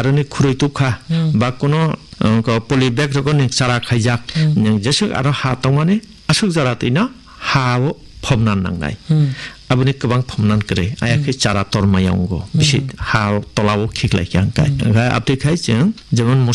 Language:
Kok Borok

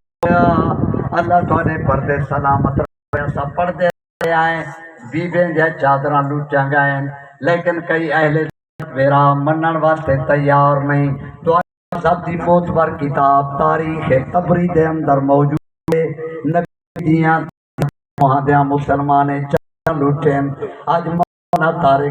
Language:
Saraiki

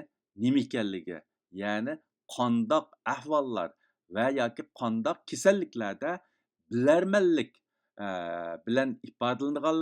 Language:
Uyghur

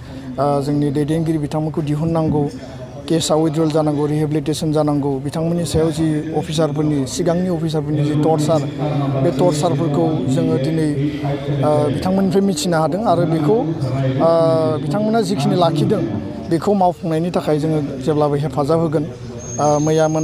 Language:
Bodo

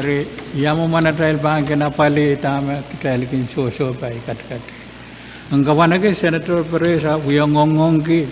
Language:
Pohnpeian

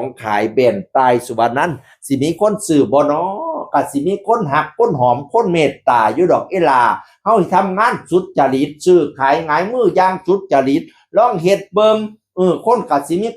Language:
Northeastern Thai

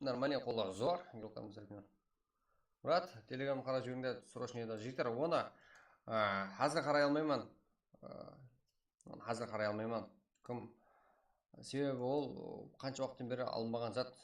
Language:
Kara-Kalpak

